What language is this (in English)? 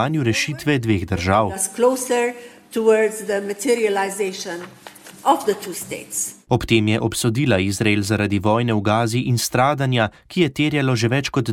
Slovenian